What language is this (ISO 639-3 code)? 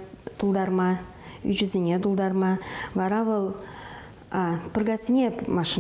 chv